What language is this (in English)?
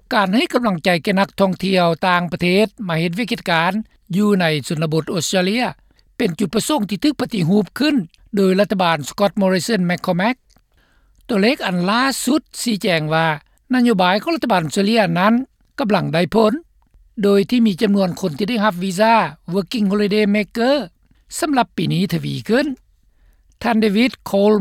Lao